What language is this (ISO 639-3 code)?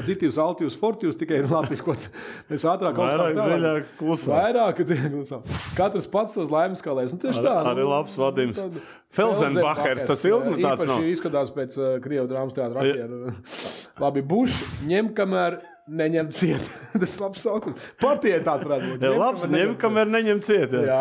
lav